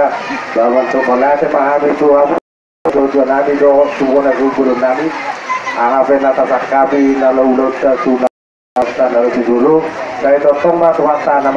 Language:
Batak Toba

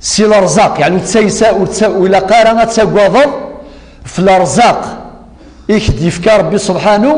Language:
Kabyle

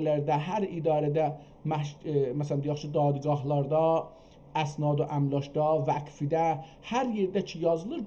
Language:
South Azerbaijani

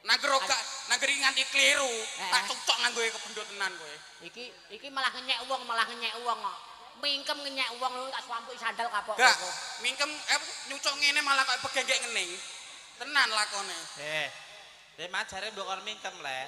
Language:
Javanese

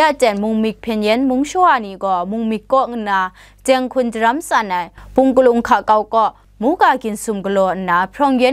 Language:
Kachin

